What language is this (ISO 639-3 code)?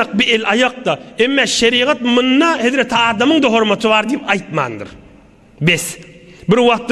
tuk